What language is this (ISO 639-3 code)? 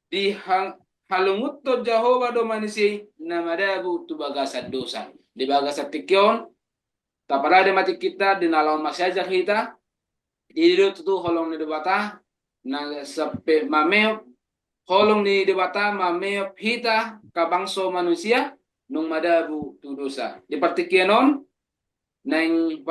bbc